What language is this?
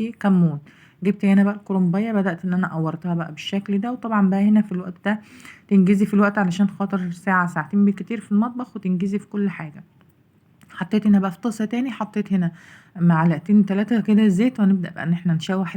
Egyptian Arabic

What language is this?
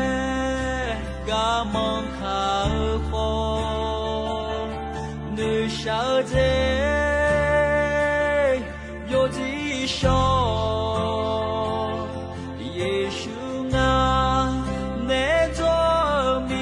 Akha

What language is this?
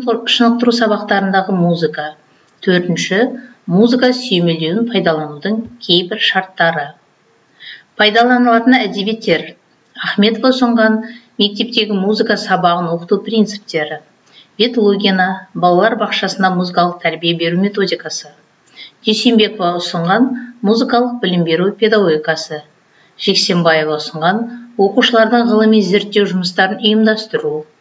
Kazakh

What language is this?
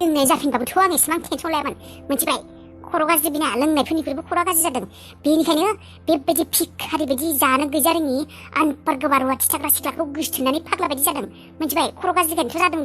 Bodo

